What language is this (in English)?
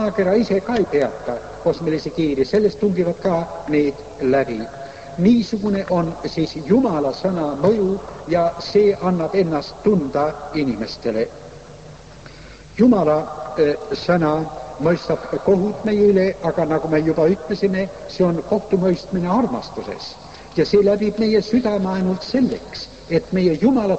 Estonian